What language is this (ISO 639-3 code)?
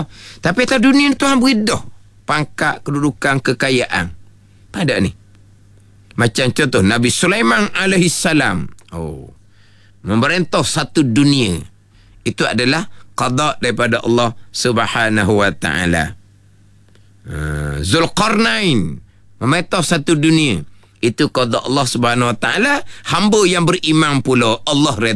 msa